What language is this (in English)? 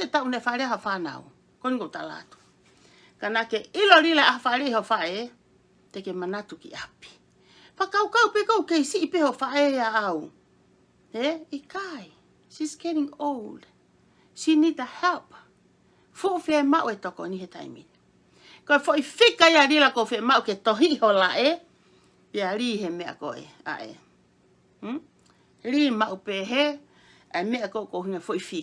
Tongan